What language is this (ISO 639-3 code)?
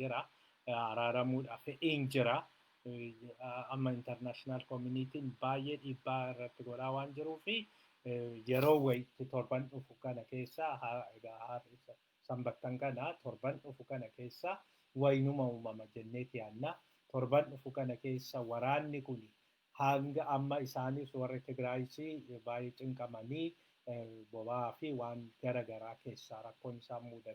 orm